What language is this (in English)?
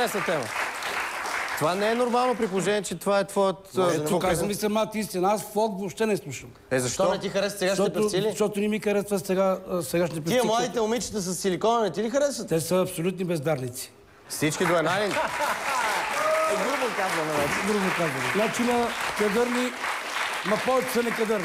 Bulgarian